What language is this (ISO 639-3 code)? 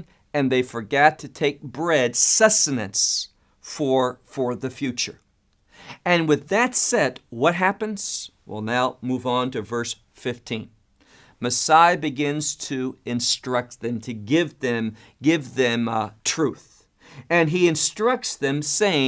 eng